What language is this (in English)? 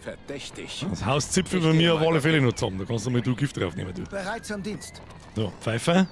Bavarian